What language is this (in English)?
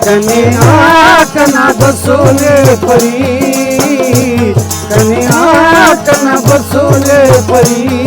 Brahui